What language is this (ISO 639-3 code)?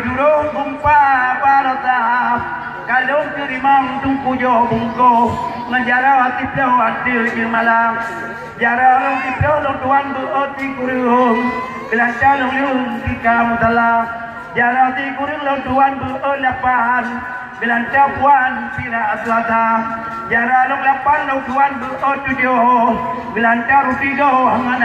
ace